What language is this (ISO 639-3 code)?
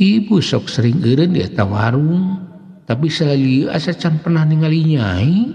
sun